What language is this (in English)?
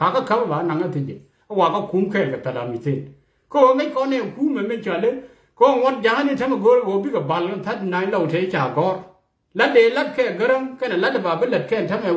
Nuer